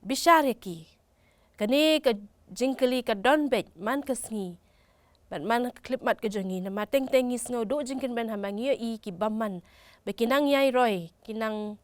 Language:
Khasi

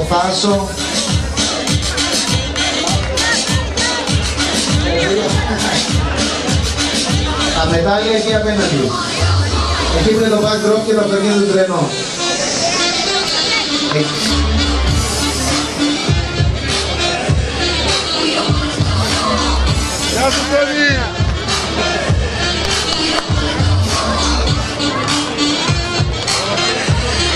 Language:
Greek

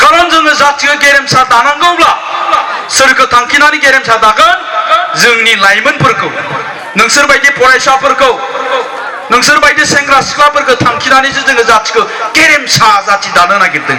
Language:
Bodo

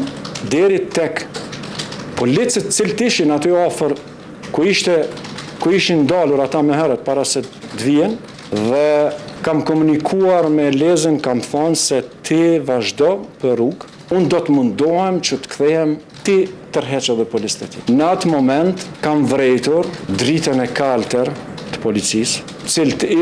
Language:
Albanian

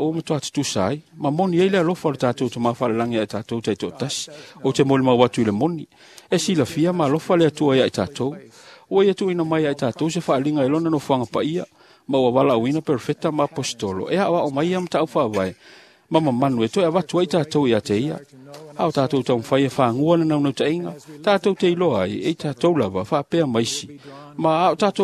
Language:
Samoan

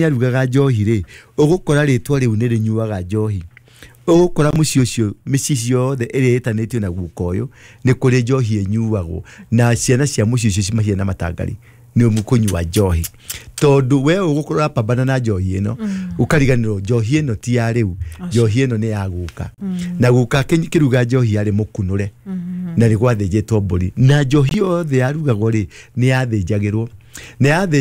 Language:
Kikuyu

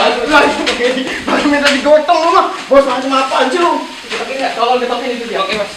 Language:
Betawi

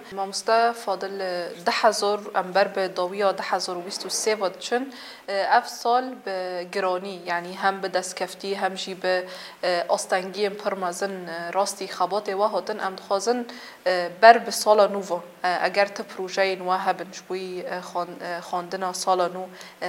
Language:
Kurdish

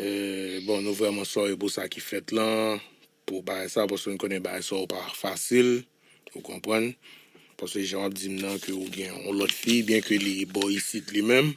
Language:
Haitian Creole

